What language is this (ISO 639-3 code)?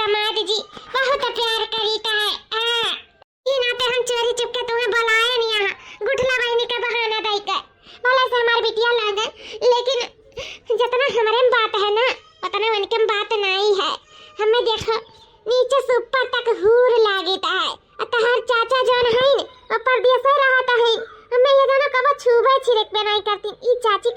awa